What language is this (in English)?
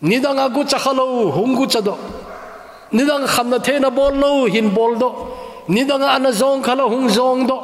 Thado Chin